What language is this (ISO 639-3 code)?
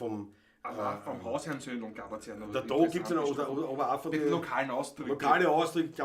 bar